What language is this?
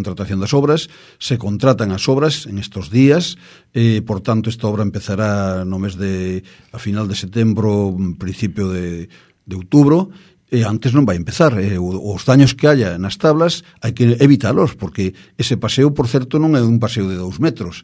Galician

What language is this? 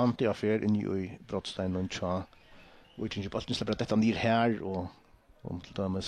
Faroese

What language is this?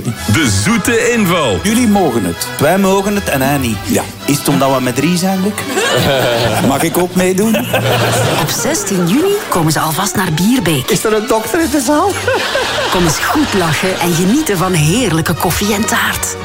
Dutch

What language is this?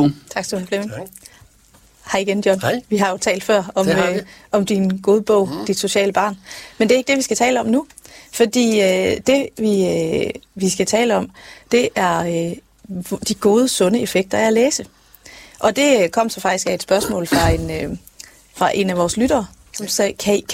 Danish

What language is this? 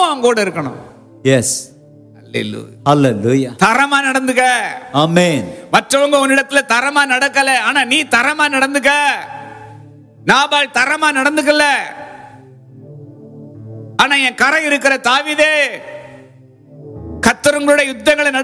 Tamil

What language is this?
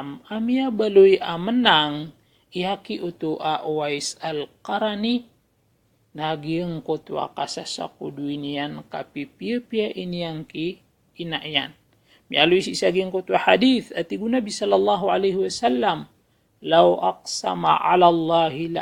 Maranao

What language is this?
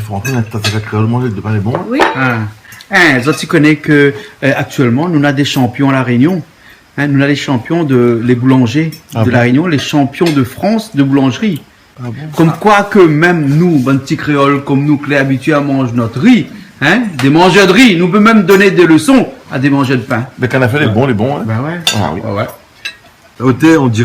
Réunion Creole French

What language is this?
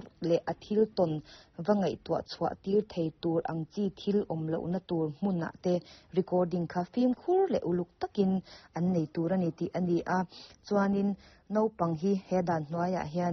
Mizo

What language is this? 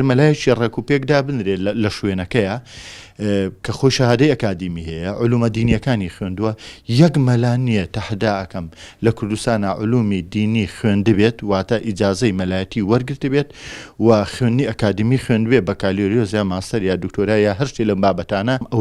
Central Kurdish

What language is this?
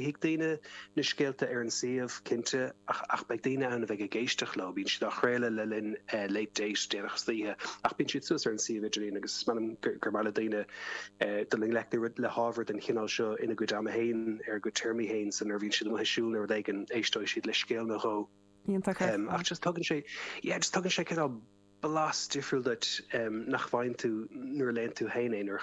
Irish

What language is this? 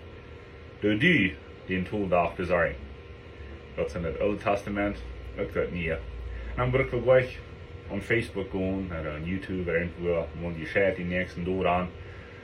Plautdietsch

